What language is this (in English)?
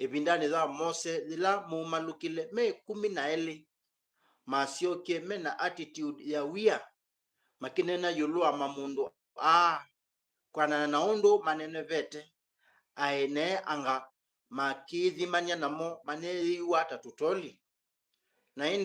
Kamba